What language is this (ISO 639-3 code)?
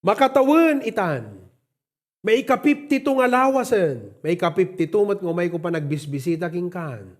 ilo